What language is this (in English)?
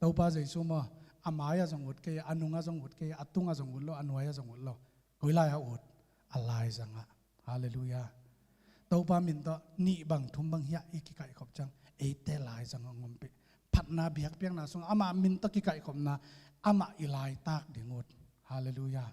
Tedim Chin